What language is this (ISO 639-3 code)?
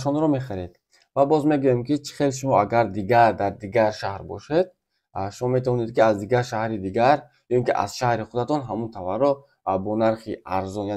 tgk